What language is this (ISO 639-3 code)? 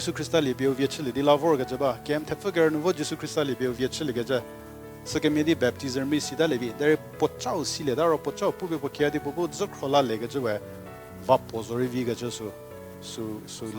njm